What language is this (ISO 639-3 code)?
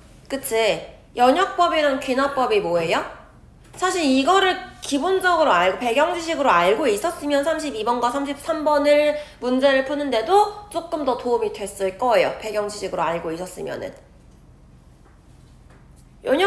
kor